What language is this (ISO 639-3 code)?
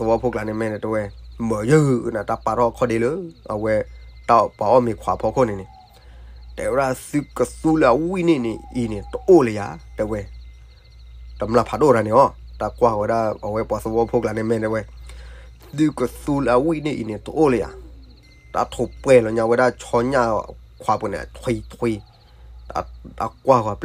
ksw